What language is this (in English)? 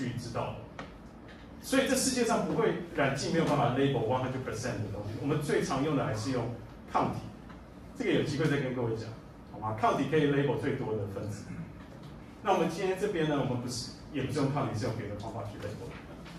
Chinese